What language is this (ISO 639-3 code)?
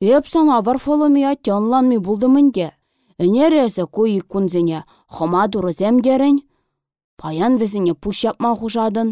chv